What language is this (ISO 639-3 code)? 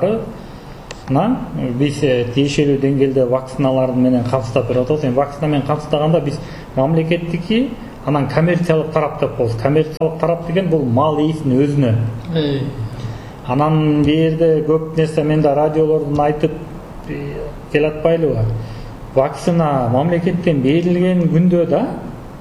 kir